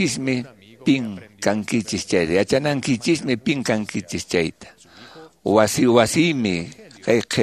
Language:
Quechua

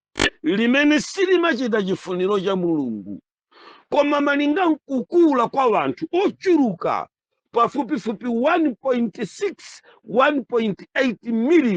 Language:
Nyanja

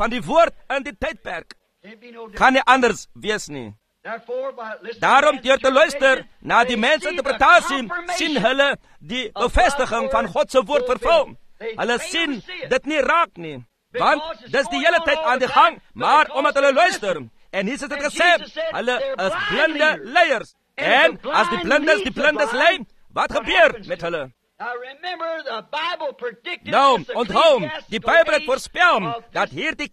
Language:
Afrikaans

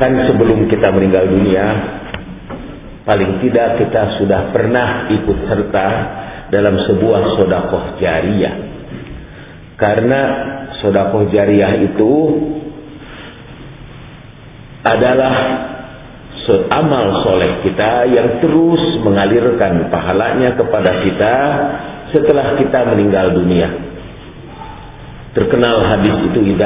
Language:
Indonesian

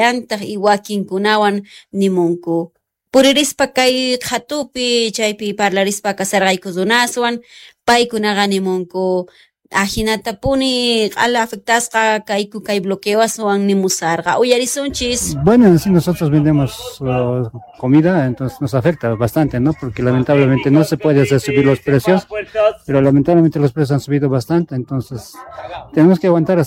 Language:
Quechua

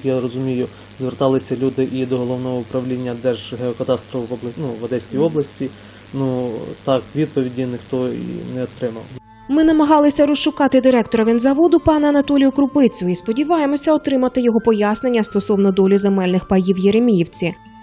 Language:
Ukrainian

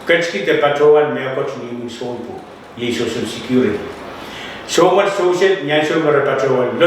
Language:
Pohnpeian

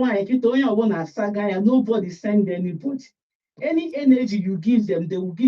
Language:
Igbo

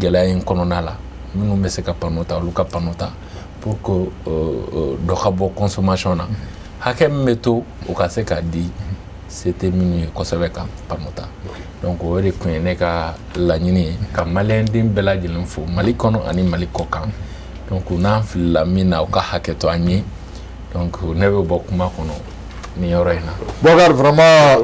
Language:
Bambara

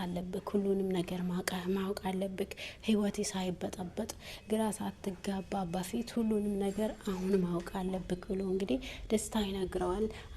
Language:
Amharic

